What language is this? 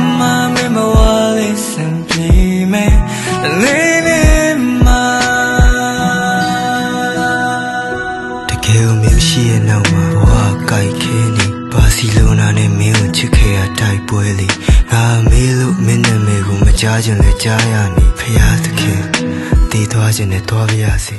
Burmese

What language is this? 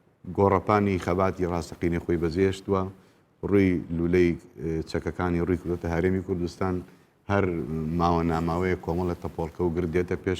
Central Kurdish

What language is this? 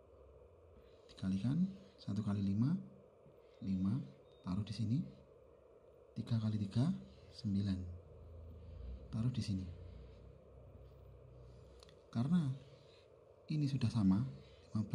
Indonesian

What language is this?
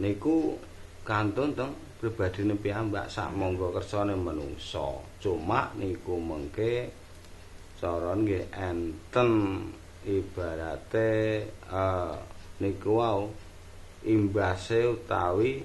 Javanese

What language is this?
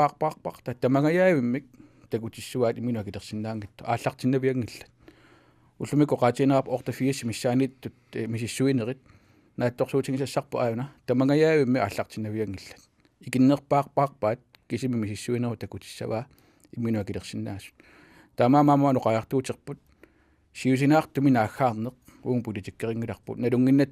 Kalaallisut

